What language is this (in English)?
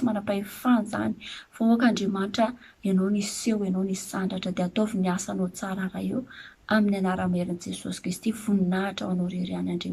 Malagasy